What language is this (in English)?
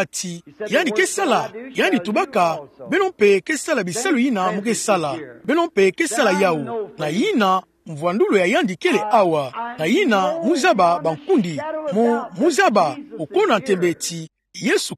Kituba (Democratic Republic of Congo)